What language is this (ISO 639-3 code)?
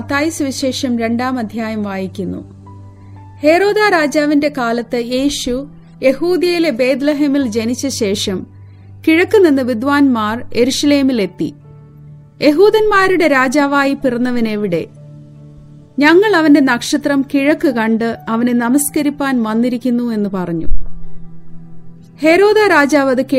mal